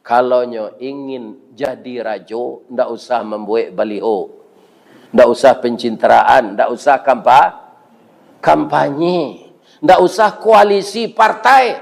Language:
Minangkabau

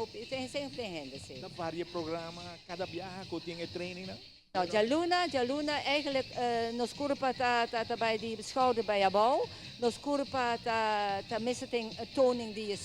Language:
Papiamento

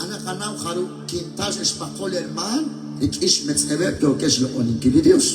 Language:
Kekchí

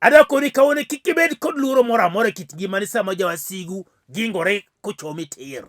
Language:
Luo (Kenya and Tanzania)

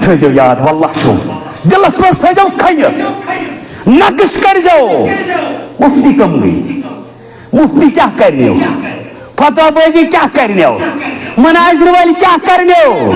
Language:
Kashmiri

